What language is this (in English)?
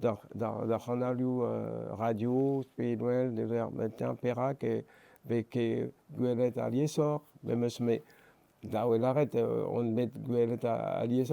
Breton